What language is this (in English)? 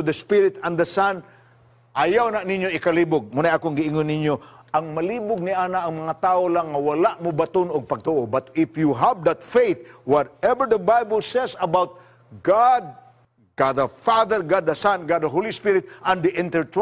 Cebuano